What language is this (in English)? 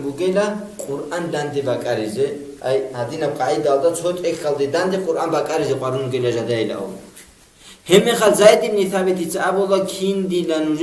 Avaric